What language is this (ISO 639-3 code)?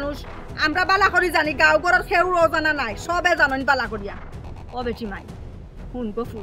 syl